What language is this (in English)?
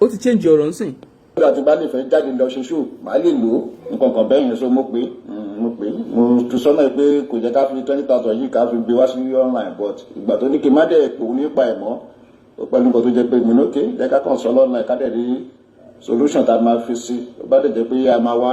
Yoruba